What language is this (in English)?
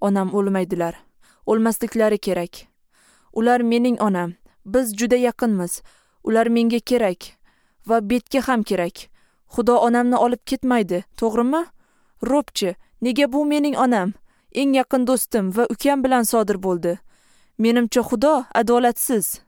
Uzbek